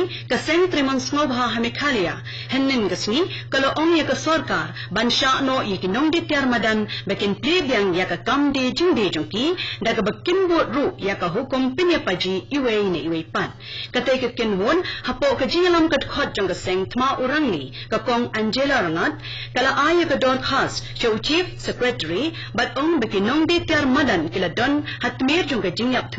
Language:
Khasi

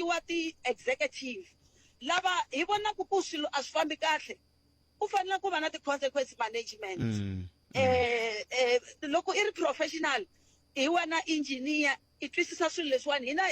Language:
Tsonga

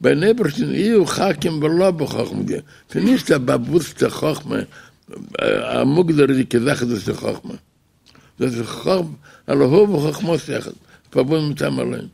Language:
Yiddish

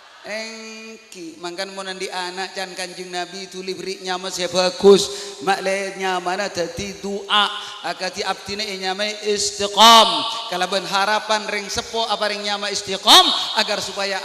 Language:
Madurese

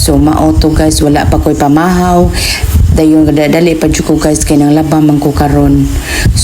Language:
Cebuano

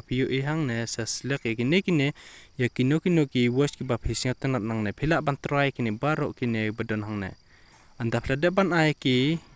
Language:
Khasi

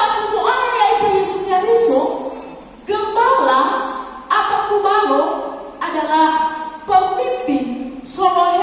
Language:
Nias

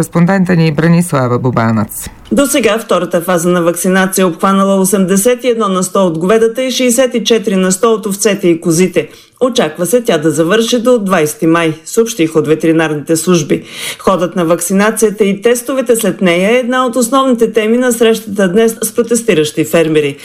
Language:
Bulgarian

